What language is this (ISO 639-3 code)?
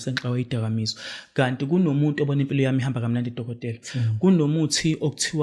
zul